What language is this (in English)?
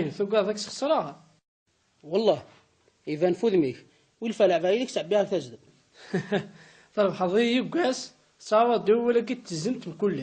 Kabyle